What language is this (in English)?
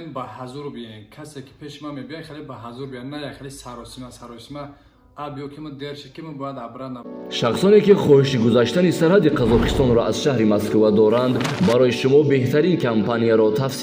Tajik